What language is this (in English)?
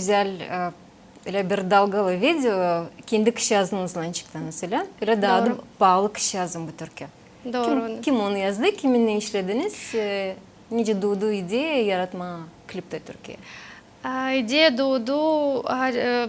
Gagauz